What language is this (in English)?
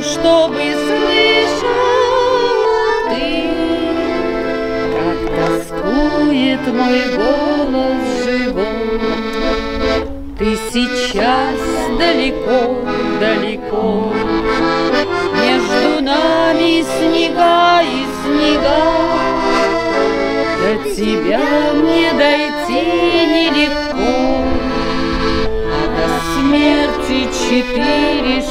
Russian